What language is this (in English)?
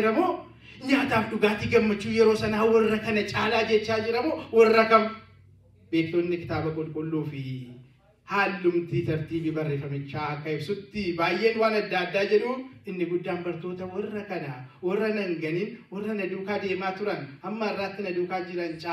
Oromo